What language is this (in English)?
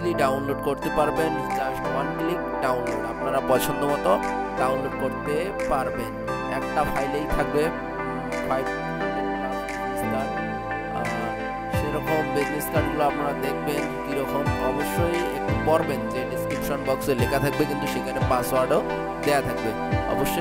Bangla